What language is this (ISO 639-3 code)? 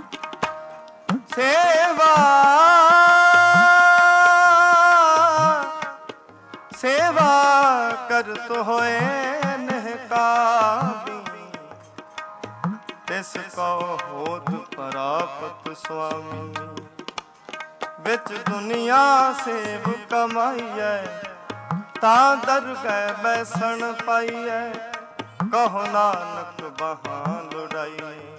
pan